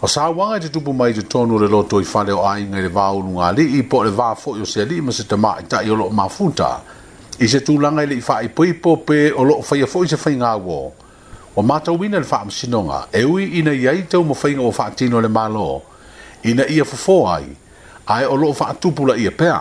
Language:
Samoan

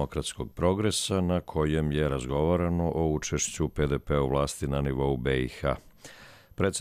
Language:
Croatian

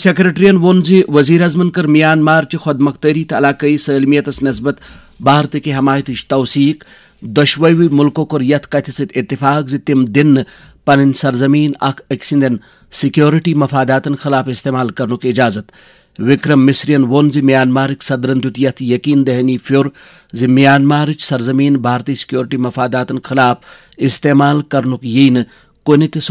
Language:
Kashmiri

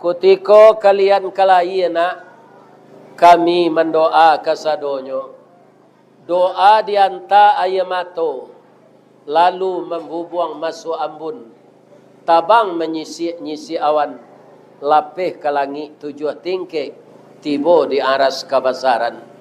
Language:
Minangkabau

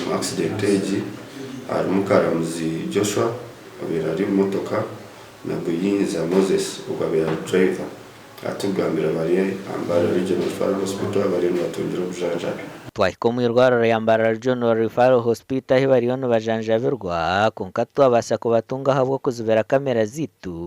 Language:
Nyankole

